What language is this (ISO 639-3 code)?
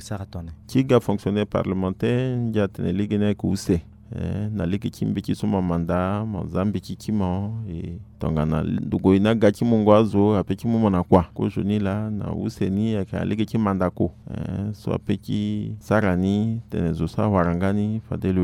sag